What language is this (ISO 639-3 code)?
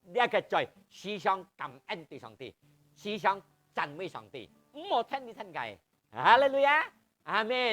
hak